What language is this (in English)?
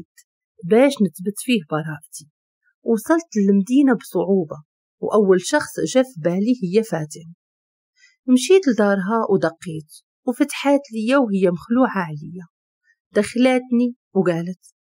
Moroccan Arabic